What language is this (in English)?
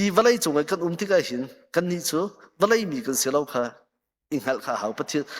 Hakha Chin